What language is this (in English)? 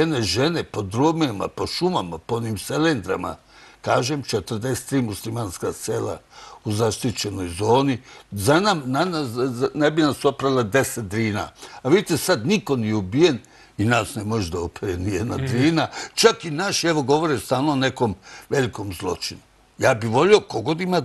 Serbian